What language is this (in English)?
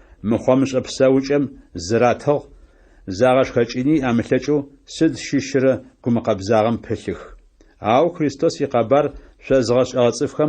Adyghe